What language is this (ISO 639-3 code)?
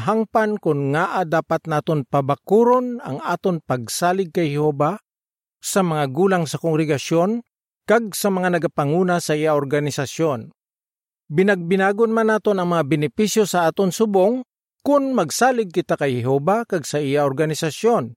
hil